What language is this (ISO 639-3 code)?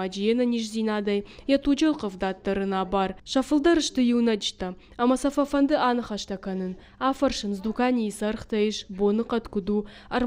oss